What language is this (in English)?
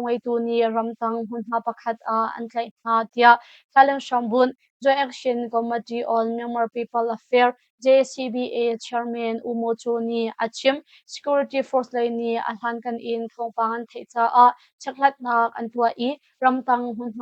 Hakha Chin